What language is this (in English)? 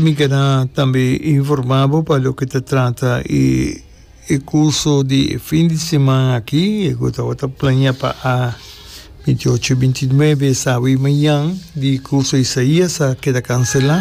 Papiamento